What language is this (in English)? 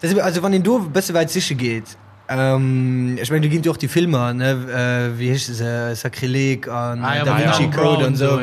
Luxembourgish